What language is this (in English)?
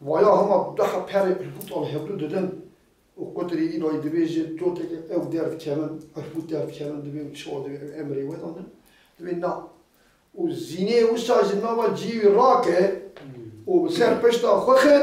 Kurdish